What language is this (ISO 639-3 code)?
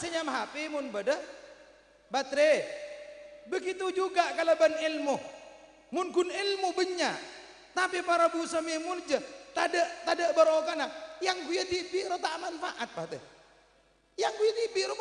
mad